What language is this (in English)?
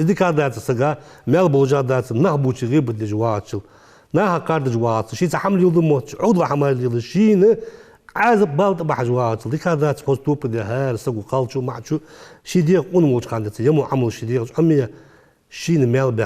Ingush